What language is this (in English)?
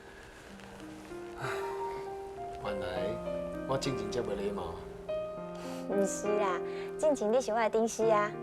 Min Nan Chinese